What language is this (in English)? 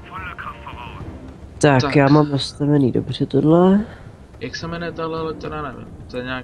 Czech